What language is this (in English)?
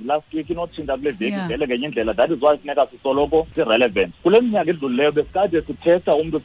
Xhosa